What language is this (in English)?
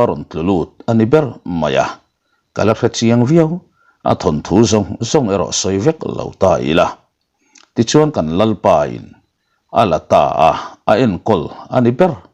Mizo